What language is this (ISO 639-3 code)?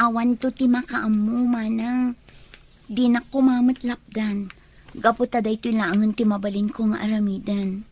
ilo